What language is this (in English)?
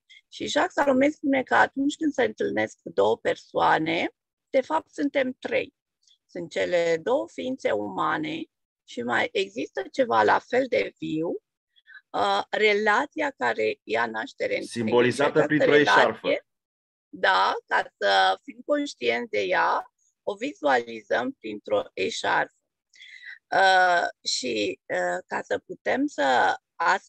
Romanian